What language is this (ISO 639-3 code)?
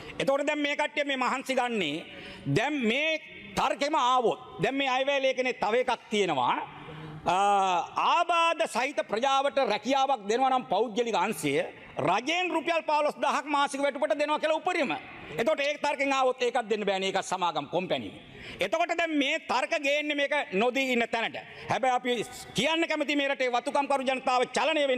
sin